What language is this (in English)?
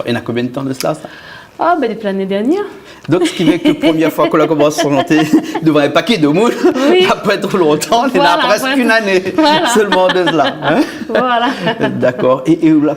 Réunion Creole French